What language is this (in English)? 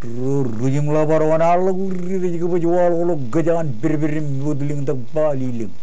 Marshallese